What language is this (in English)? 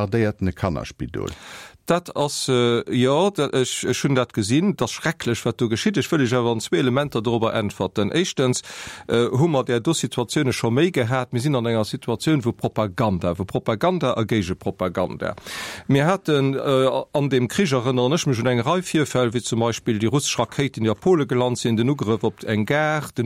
Luxembourgish